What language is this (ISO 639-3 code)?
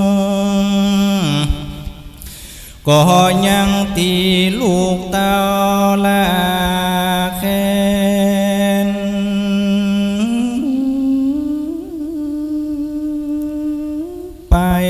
tha